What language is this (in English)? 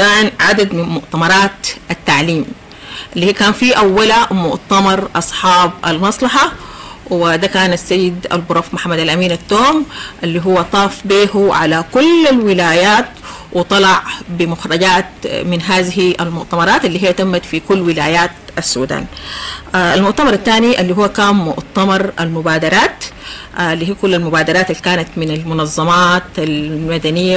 Sudanese Arabic